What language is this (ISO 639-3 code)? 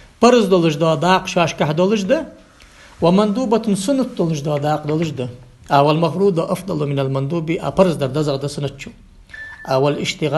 inh